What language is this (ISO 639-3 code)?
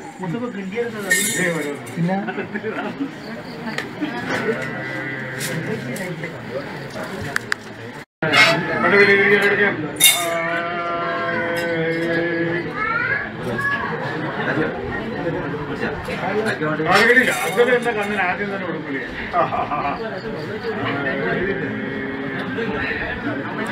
mal